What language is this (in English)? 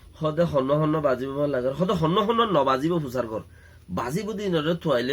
Rohingya